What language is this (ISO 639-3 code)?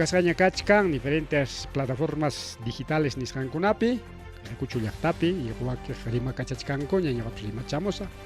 quy